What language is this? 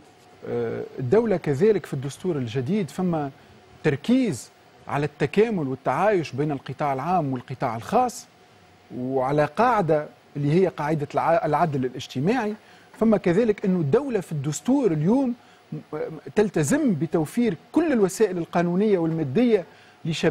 Tunisian Arabic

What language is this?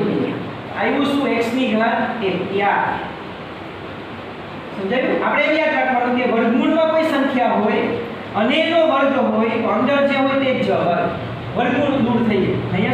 Gujarati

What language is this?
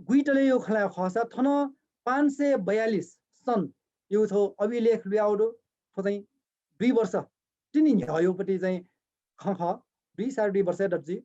Newari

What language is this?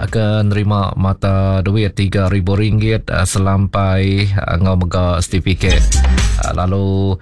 Iban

